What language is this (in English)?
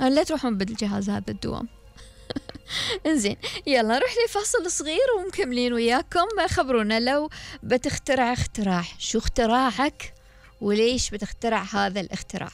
Gulf Arabic